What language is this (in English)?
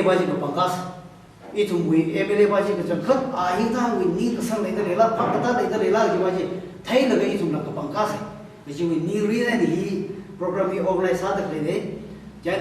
Tangkhul Naga (India)